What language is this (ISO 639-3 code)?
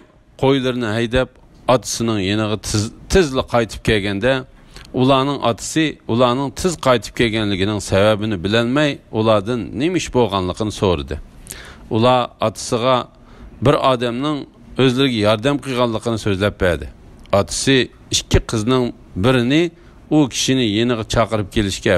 uig